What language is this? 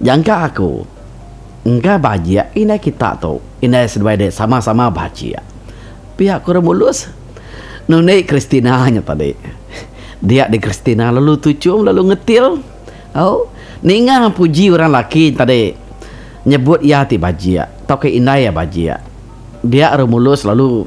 Iban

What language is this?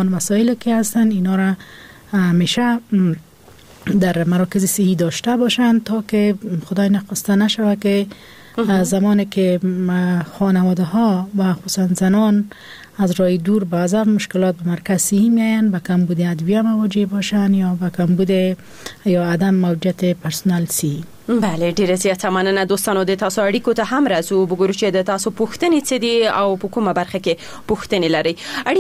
Persian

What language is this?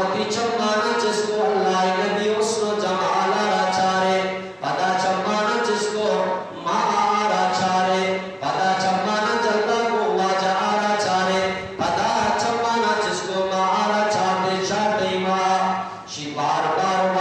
Eastern Balochi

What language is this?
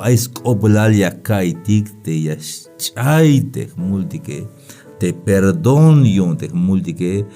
Tzeltal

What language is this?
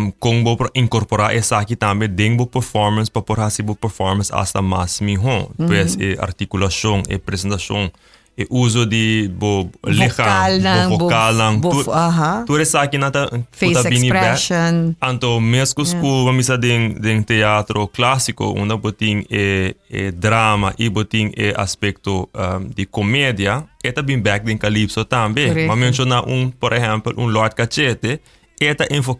Papiamento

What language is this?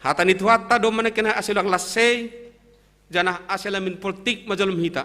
Batak Simalungun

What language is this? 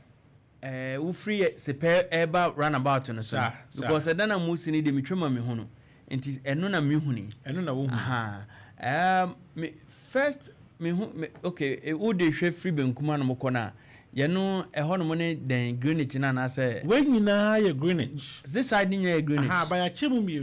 Akan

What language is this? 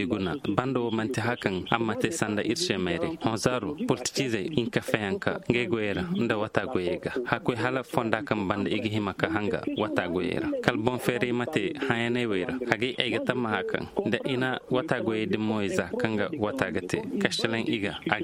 Koyraboro Senni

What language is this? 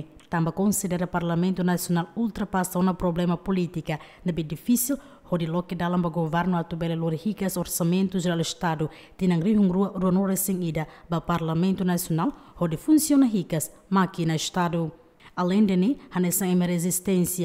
Tetum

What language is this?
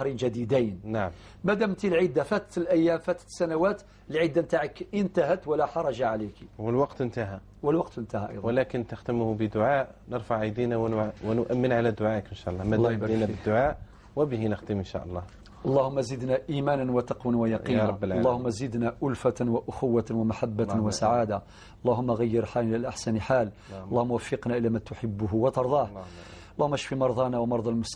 Algerian Arabic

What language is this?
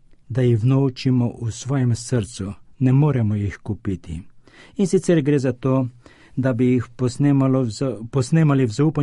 Slovenian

